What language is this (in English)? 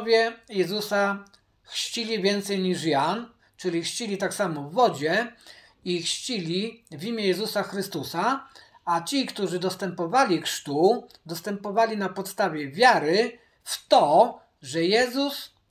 Polish